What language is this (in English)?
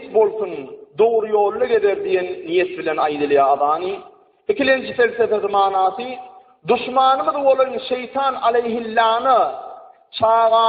Turkmen